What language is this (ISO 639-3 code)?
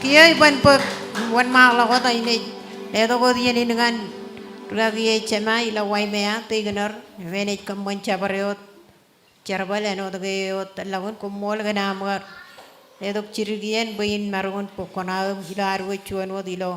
mah